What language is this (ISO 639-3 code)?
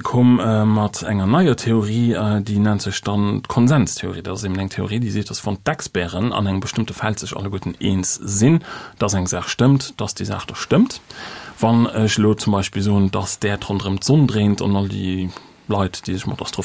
ltz